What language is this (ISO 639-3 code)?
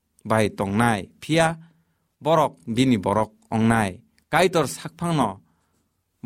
trp